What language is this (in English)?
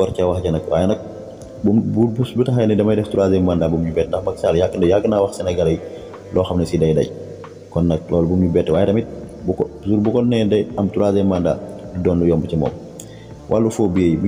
Wolof